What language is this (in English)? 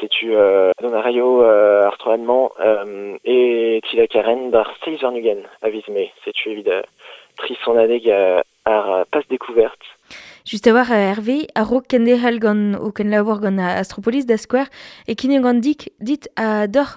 Breton